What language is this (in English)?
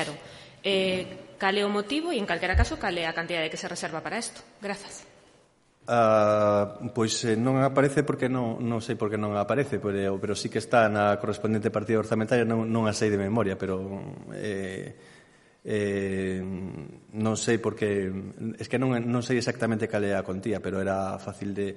Galician